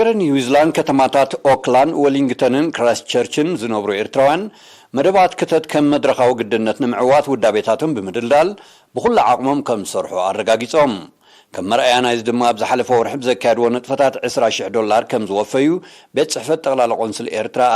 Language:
Tigrinya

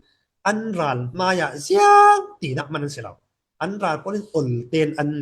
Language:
Falam Chin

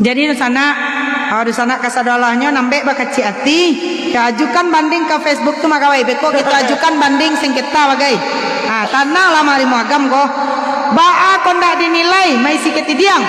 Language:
Minangkabau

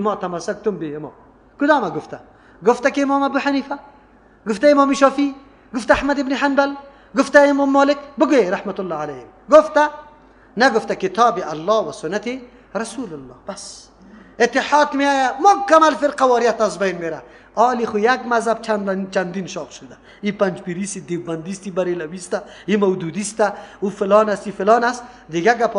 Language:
Persian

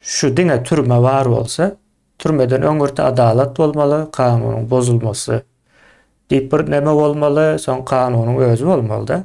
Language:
Turkmen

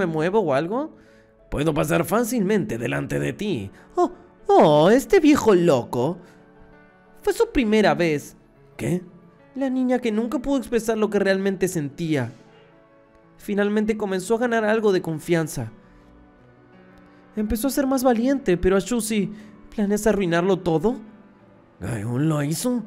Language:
Spanish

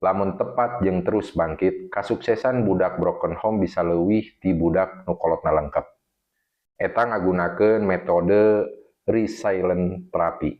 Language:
Sundanese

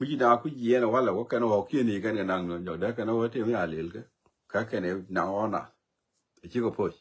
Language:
Nuer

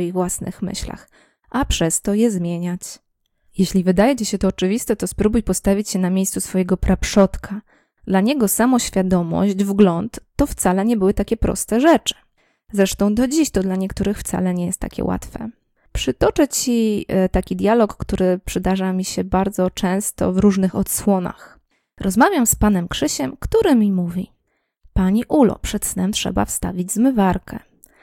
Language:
Polish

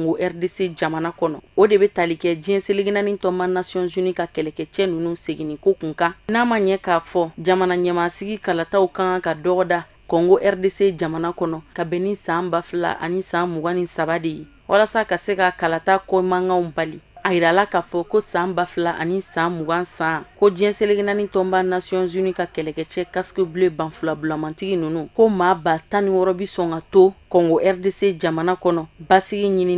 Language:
Bambara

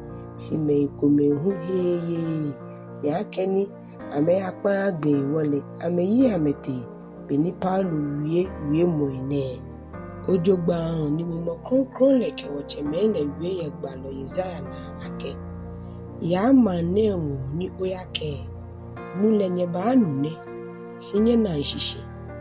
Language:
Ga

